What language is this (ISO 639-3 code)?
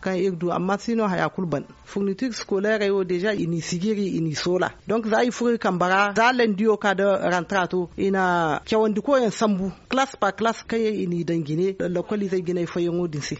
dje